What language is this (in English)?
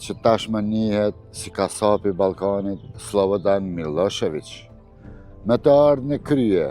Albanian